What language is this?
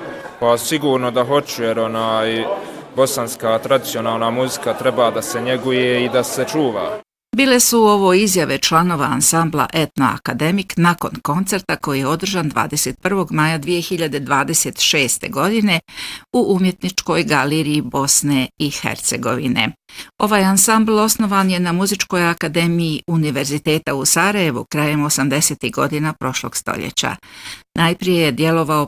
Bosnian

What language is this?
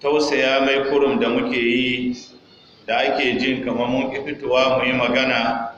Hausa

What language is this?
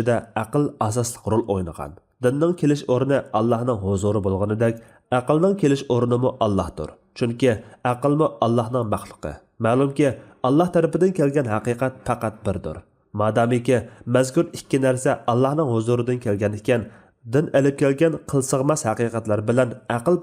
Uyghur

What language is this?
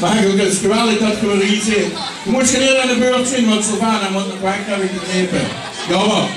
Limburgish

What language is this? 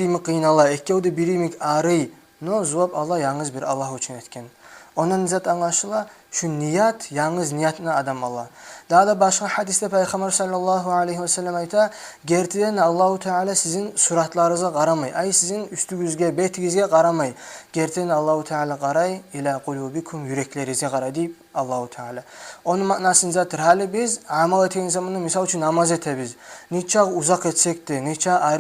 Kumyk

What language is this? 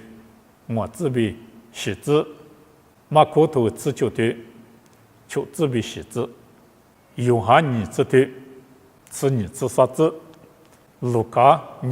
Lisu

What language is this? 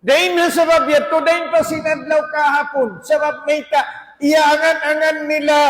Tausug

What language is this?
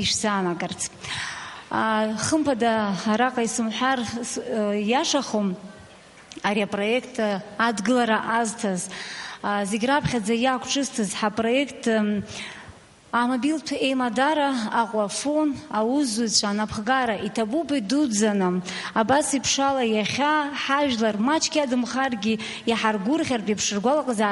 Abkhazian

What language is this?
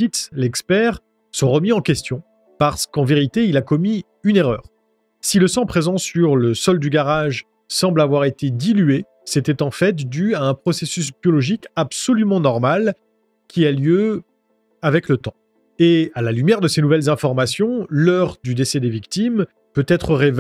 French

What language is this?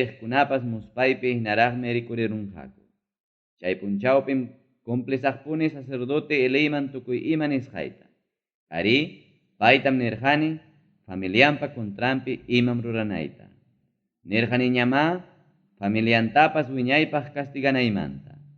Ayacucho Quechua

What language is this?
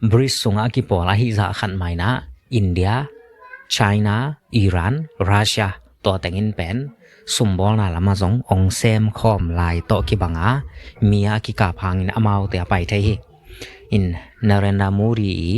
Tedim Chin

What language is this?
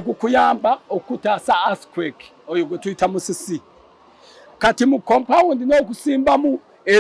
Ganda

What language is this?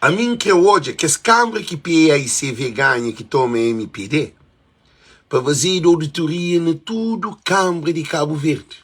Kabuverdianu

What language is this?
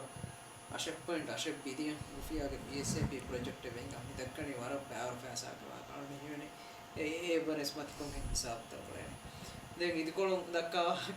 Divehi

